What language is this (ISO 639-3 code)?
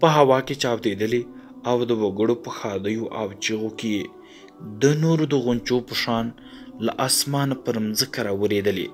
pus